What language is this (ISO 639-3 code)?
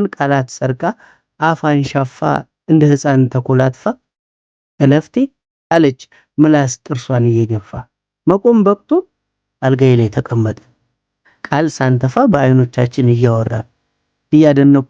amh